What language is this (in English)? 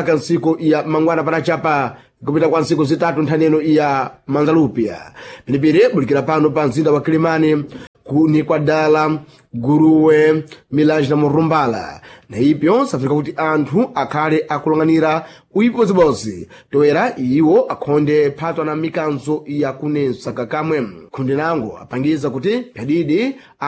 Sena